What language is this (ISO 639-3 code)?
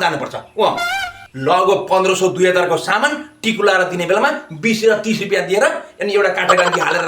nep